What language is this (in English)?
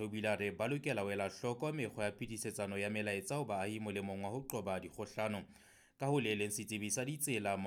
Southern Sotho